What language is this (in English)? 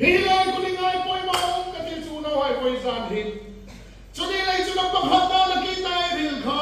Hmar